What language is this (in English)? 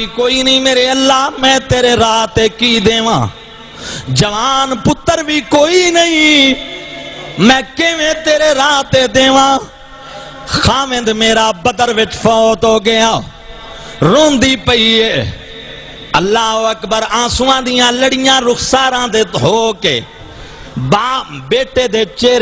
Saraiki